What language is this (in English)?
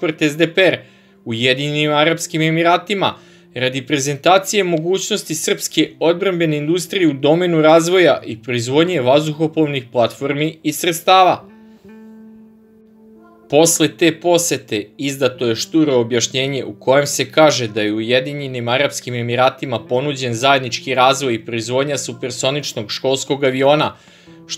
Serbian